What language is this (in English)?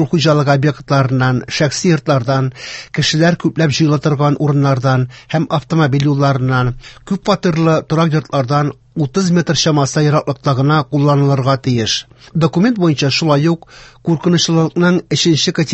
Tatar